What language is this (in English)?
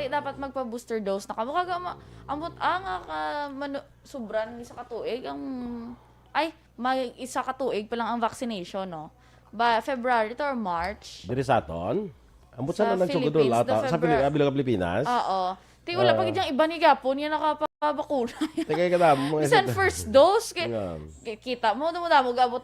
Hiligaynon